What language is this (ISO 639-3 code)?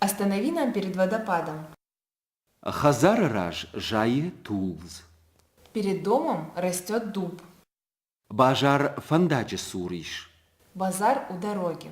oss